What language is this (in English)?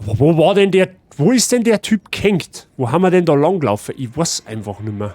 Bavarian